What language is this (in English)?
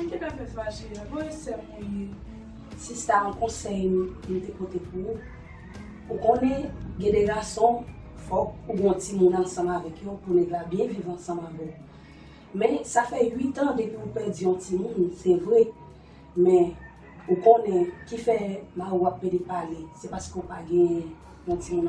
Haitian Creole